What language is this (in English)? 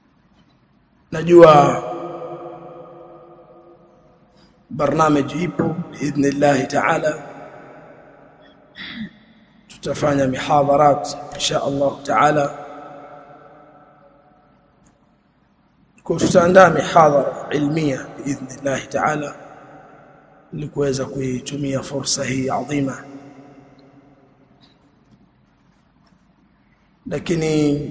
Swahili